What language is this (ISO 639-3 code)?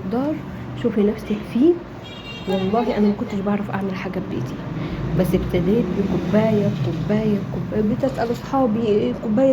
arz